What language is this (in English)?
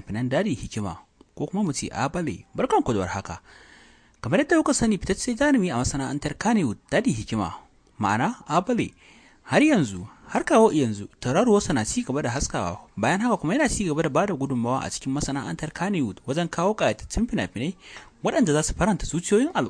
Hausa